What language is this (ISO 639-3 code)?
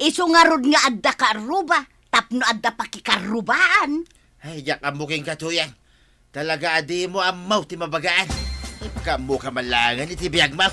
ilo